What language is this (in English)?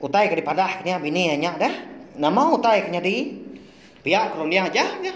Iban